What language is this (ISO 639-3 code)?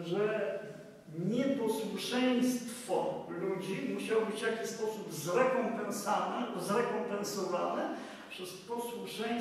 pol